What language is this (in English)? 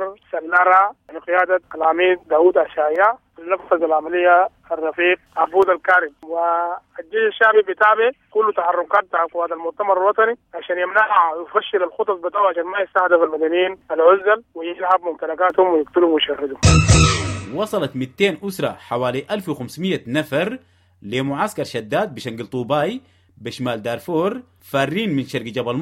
Sudanese Arabic